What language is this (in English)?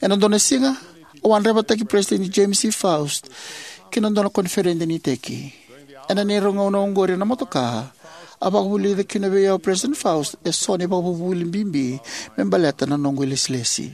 Fijian